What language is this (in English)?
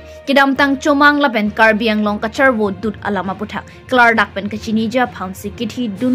Karbi